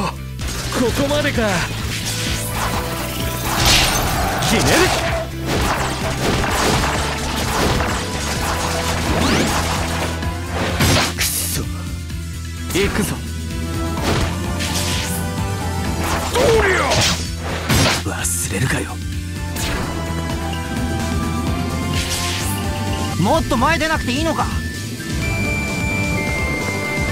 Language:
Japanese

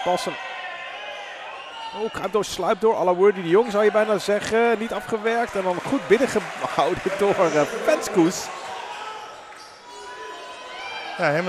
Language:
Dutch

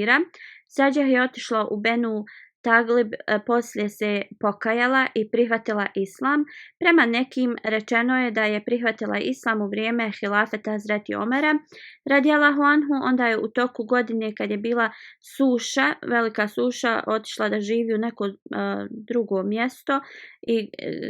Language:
Bosnian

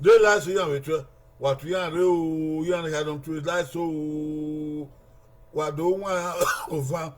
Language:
Bini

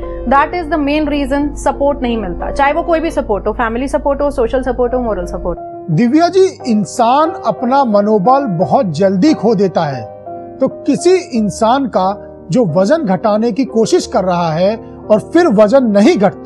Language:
Hindi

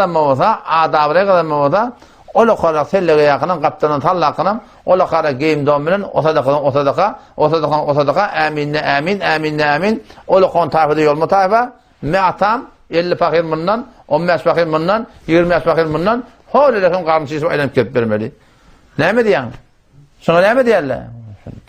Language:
Turkmen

